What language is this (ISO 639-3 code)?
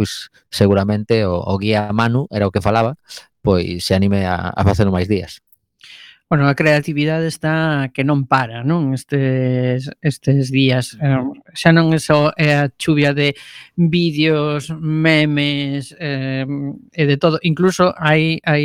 glg